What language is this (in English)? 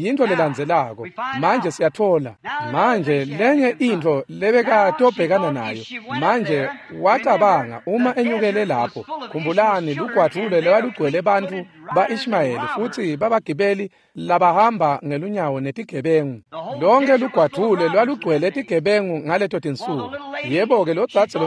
Swati